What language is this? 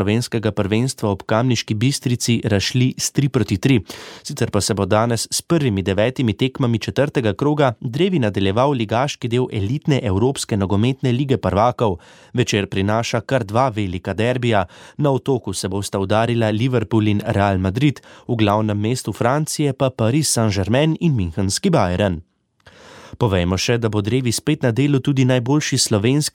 Slovenian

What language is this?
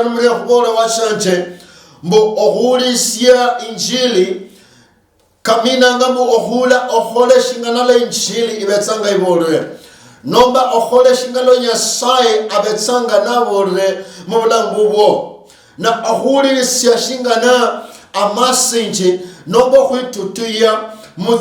Luyia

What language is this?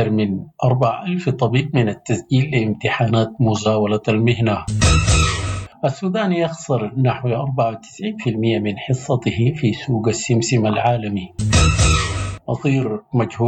Sudanese Arabic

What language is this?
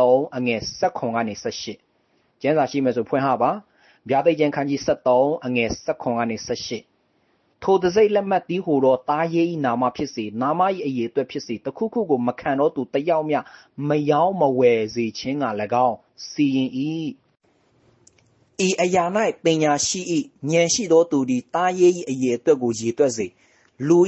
Burmese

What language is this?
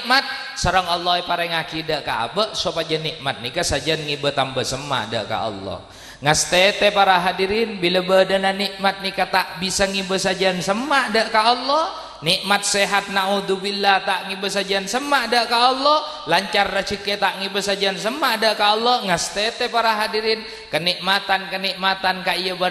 Madurese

